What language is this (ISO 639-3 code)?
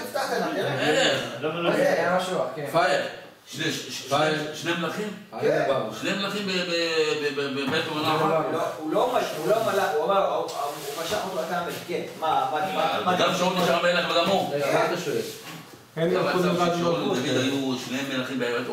heb